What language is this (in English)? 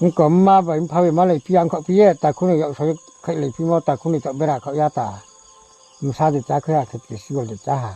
Riang (India)